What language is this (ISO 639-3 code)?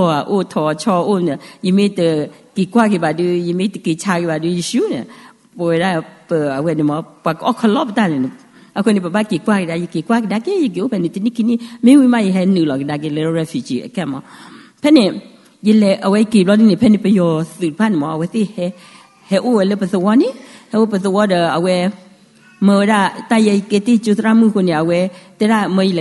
ksw